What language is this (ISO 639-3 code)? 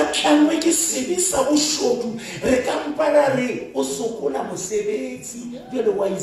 sot